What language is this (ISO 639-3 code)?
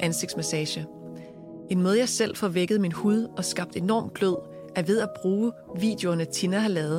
dan